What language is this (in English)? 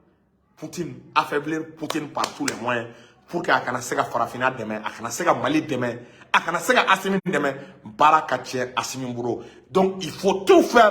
Bambara